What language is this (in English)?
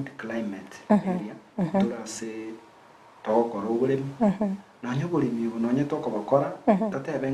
Gusii